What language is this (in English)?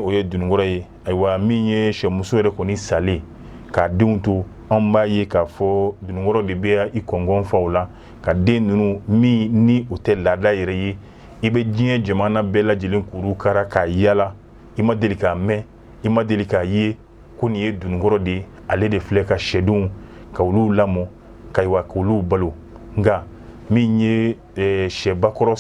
Bambara